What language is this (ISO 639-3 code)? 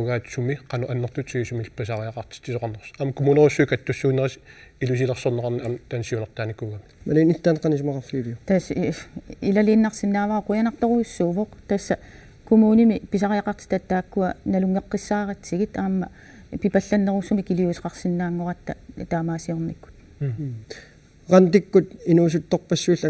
kal